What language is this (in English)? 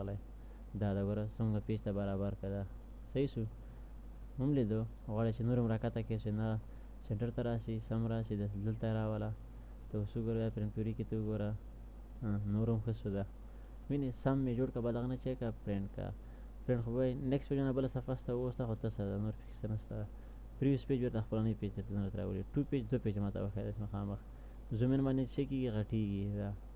Pashto